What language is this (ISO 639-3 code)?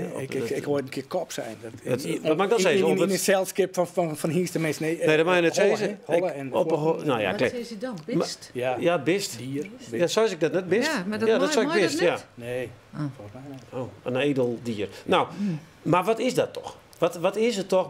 fry